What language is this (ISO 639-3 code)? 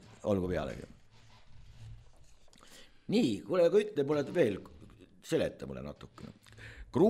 est